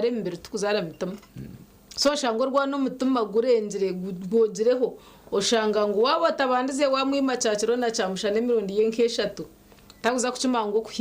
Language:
Nyankole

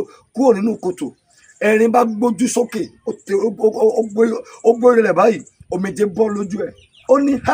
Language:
Yoruba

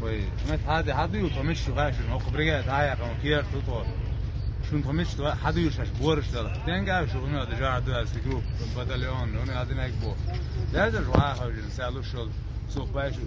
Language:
Chechen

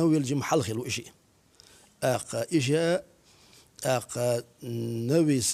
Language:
Chechen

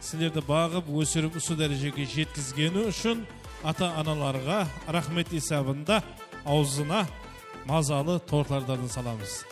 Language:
Kara-Kalpak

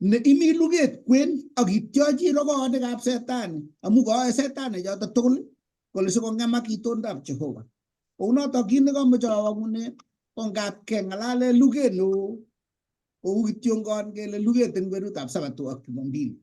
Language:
Kalenjin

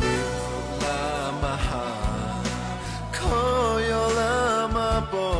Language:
Lahu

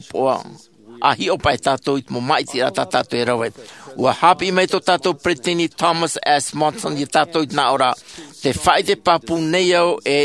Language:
Tahitian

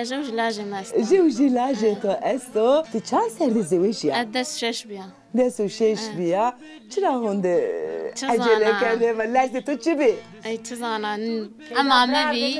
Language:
Zaza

